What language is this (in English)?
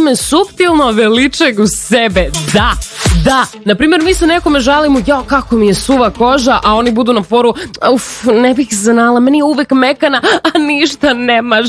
Serbian